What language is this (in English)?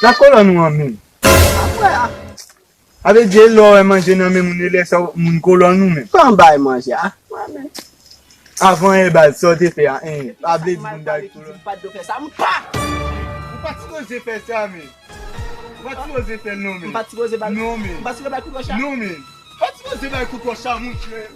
Haitian Creole